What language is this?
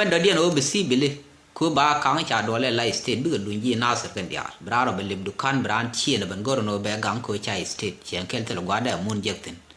Nuer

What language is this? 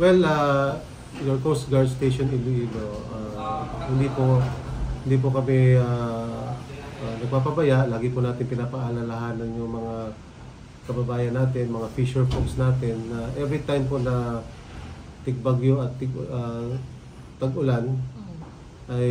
Hiligaynon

